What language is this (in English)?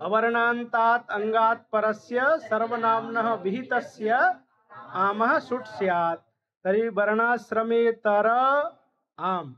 Sanskrit